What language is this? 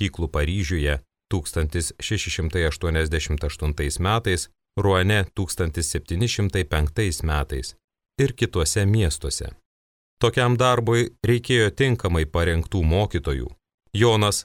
Lithuanian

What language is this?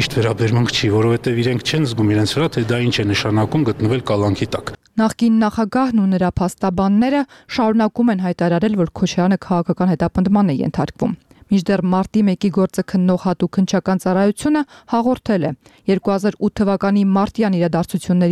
Armenian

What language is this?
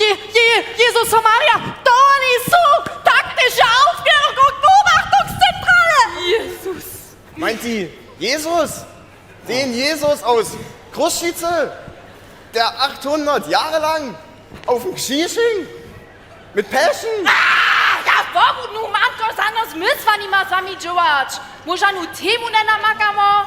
Upper Sorbian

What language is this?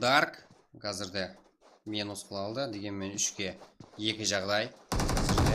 Kara-Kalpak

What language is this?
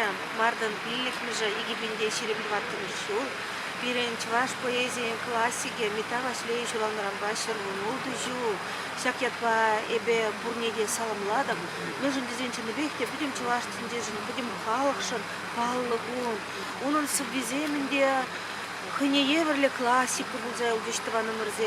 Chuvash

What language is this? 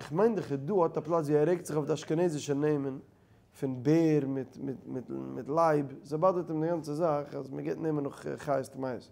Yiddish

